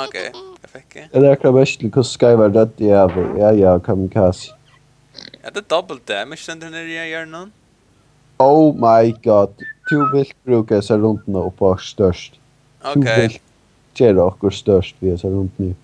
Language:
Faroese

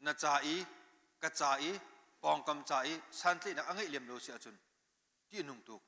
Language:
Hakha Chin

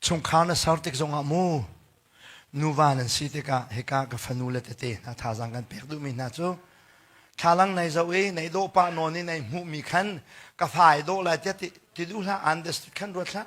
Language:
Hakha Chin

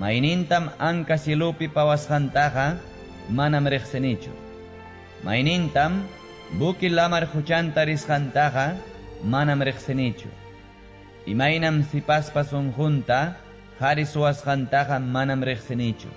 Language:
Ayacucho Quechua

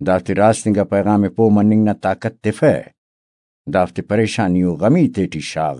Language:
Brahui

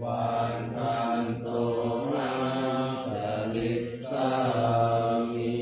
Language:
Pali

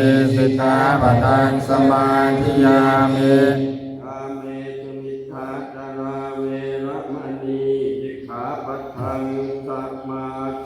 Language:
Pali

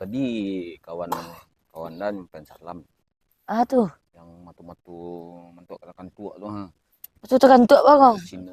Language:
Minangkabau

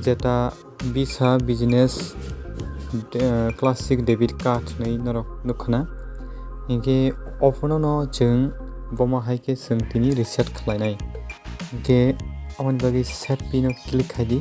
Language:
Kok Borok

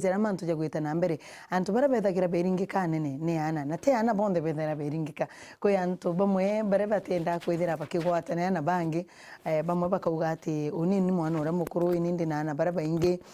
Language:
Meru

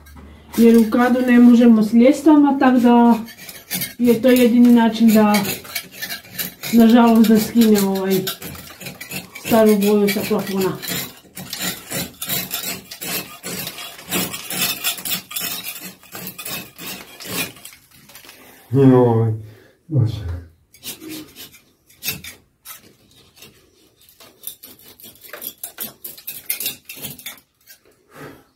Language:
Croatian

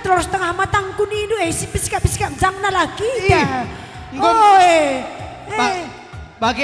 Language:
Batak Karo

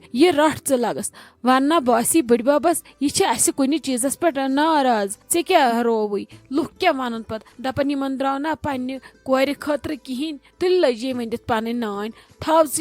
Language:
Kashmiri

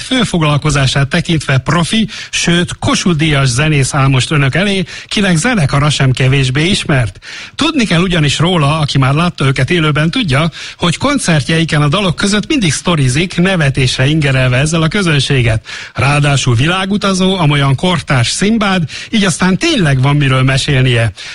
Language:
Hungarian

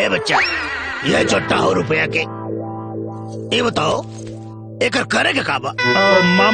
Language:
Bhojpuri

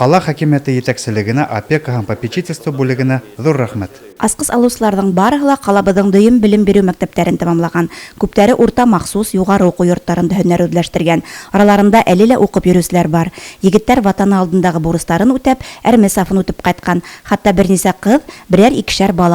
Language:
Bashkir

